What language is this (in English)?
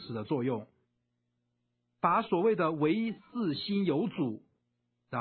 Chinese